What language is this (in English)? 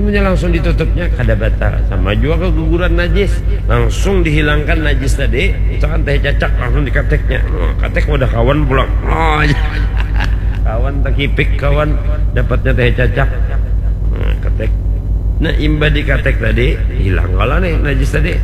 Banjar